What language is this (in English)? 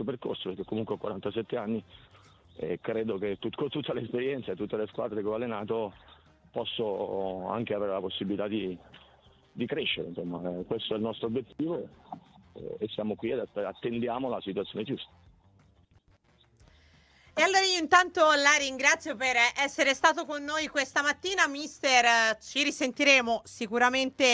Italian